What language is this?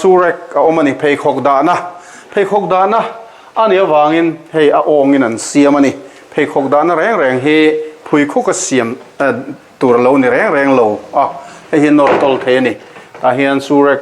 Mizo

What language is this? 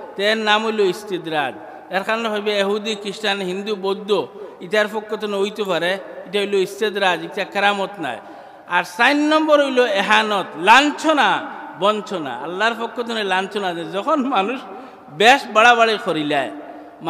Sylheti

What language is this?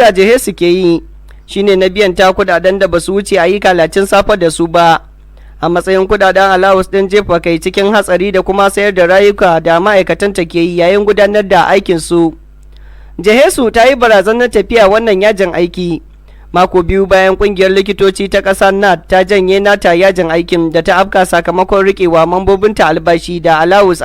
Hausa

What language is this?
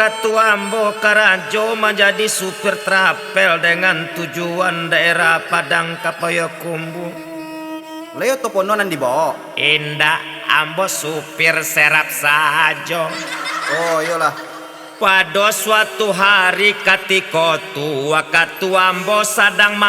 Minangkabau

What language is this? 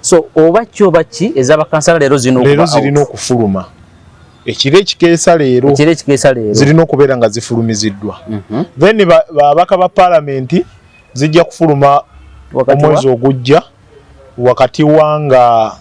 Ganda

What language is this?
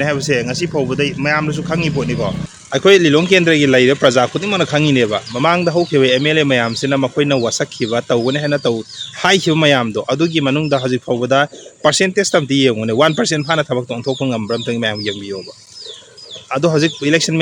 Manipuri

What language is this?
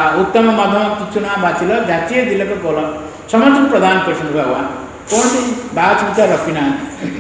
Odia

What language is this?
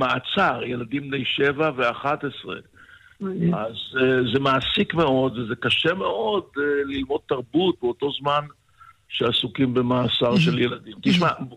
Hebrew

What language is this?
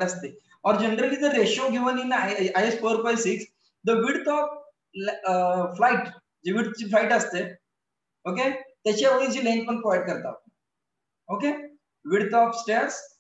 Marathi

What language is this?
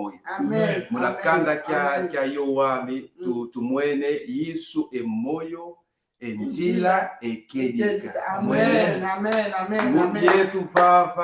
Kongo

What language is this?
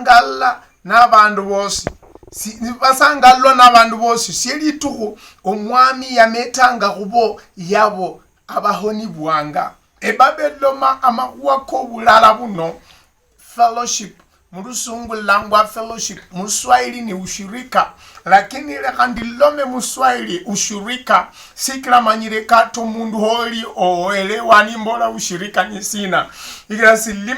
Luyia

